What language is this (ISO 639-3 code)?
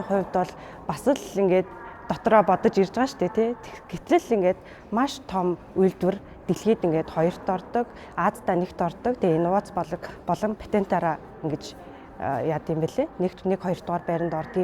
mon